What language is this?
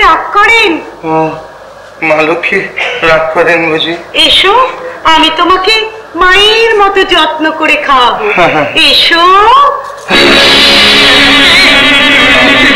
Bangla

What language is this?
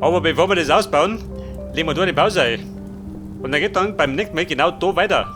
Bavarian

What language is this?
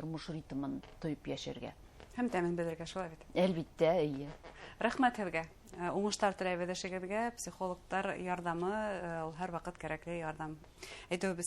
Bashkir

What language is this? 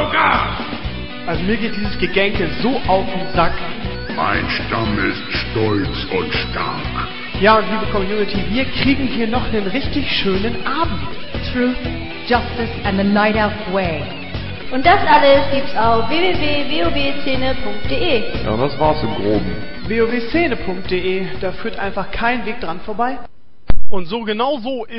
German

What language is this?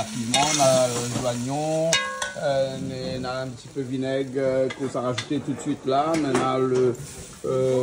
Réunion Creole French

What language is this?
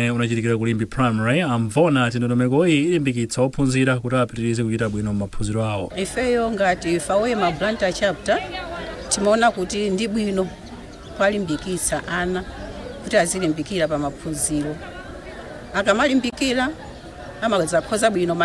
Nyanja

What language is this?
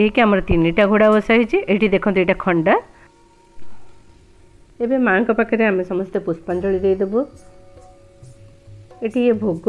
Odia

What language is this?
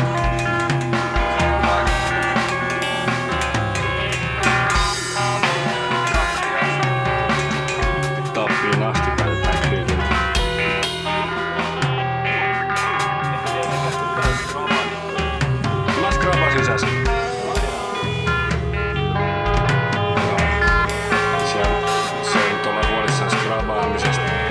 Finnish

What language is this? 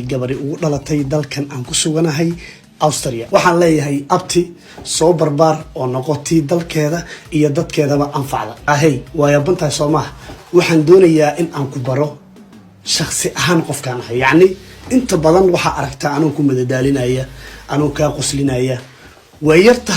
Somali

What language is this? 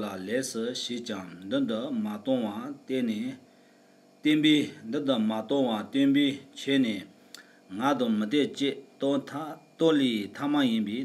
Tibetan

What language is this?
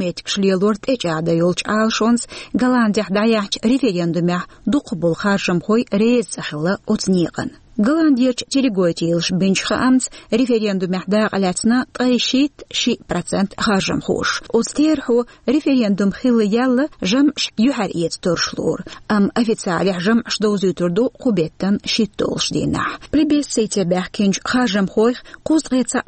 Chechen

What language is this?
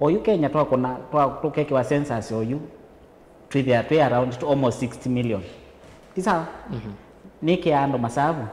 Kamba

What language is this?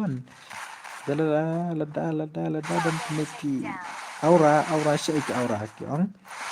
Khasi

